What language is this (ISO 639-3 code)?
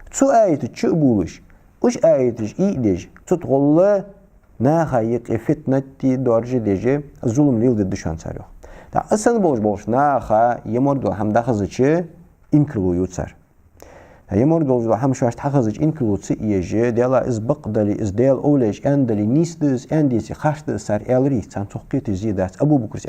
inh